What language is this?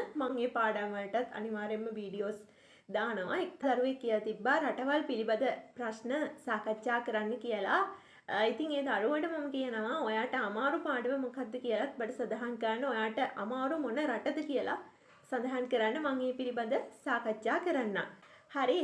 Sinhala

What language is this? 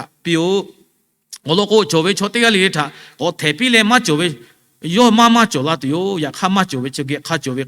Lahu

